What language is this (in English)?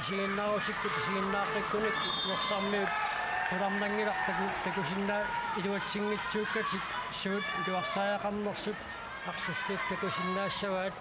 Kalaallisut